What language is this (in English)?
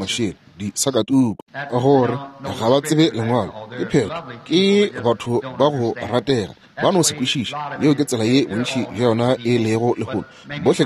Northern Sotho